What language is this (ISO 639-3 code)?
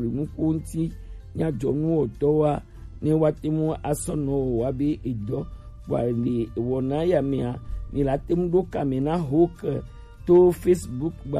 gej